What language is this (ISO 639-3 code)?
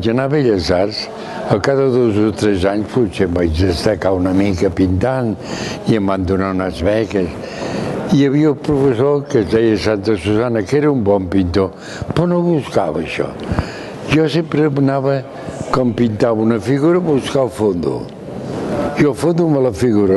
cat